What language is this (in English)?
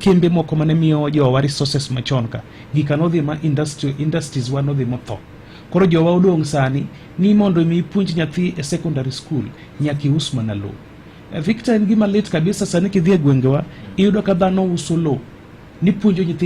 Luo (Kenya and Tanzania)